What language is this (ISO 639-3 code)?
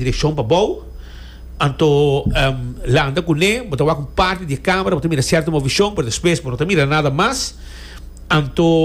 pap